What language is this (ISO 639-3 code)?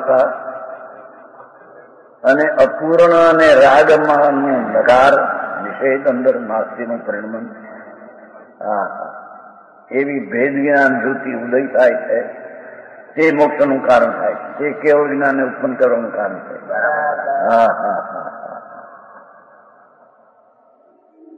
guj